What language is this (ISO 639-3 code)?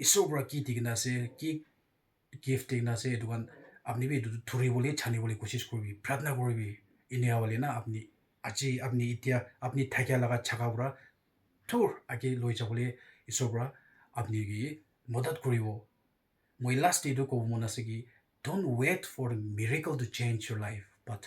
nag